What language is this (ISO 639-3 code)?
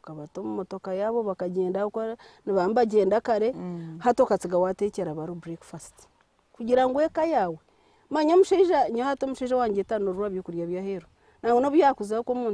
nyn